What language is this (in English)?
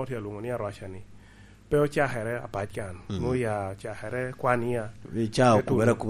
Lango (Uganda)